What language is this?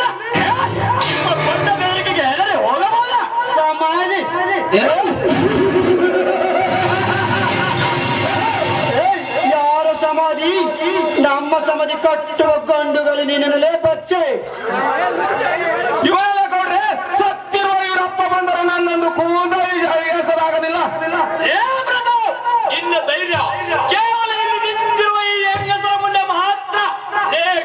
Kannada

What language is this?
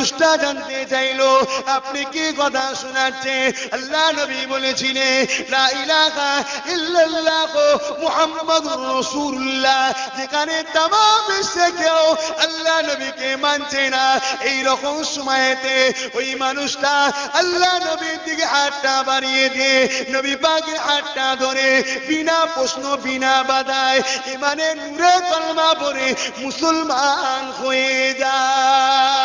Bangla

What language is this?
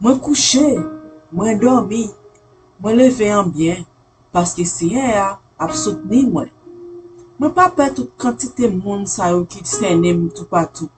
Haitian Creole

